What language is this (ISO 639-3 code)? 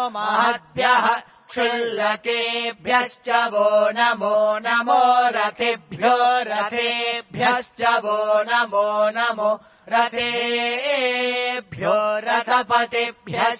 san